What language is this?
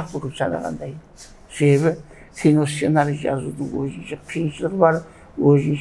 Kara-Kalpak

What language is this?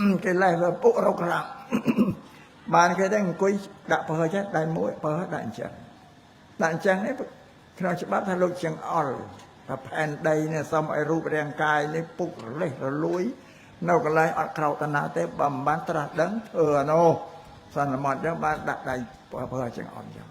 Khmer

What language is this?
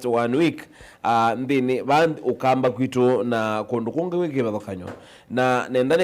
Kamba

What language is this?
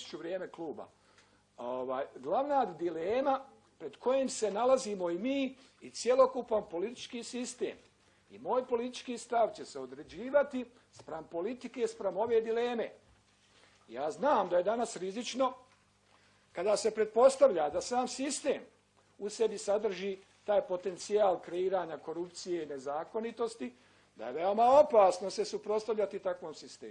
Bosnian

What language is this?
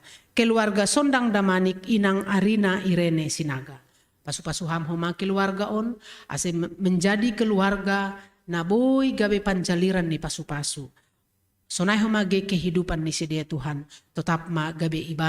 Batak Simalungun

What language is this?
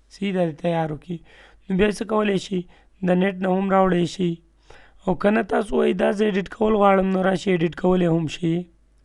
Pashto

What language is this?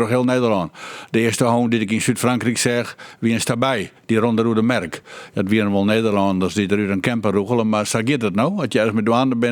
Western Frisian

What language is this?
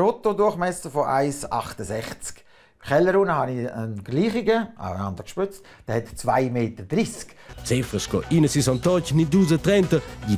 Romansh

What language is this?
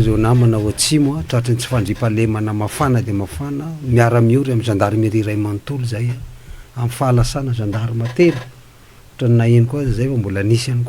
Malagasy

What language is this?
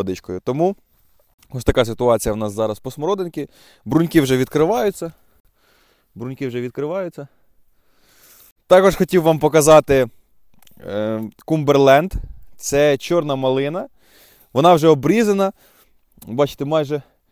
Ukrainian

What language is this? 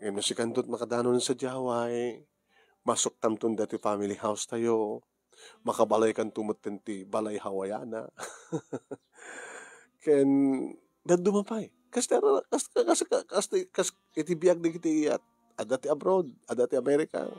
Iloko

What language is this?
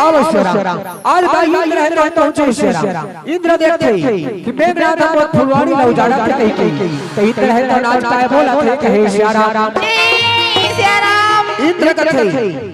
Chhattisgarhi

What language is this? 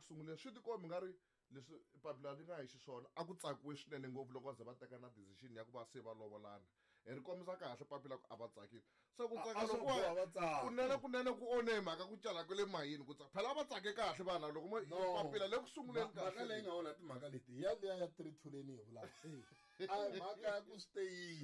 Tsonga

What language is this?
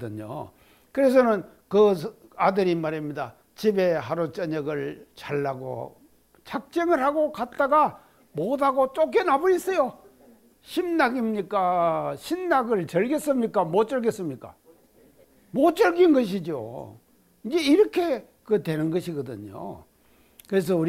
Korean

